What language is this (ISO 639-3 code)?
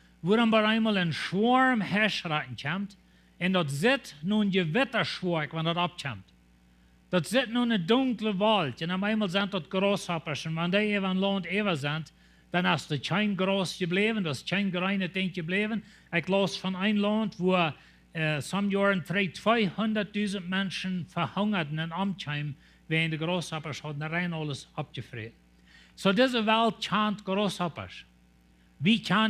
pdt